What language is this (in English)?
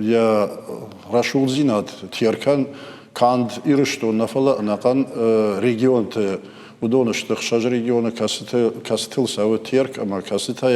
Ossetic